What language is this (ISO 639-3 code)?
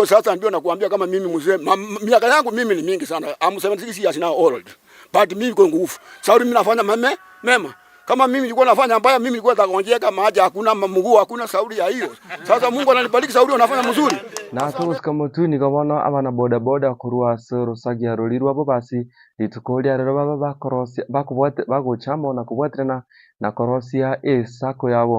guz